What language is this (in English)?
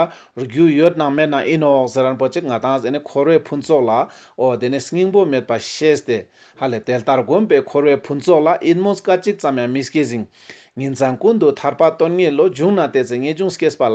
Ladakhi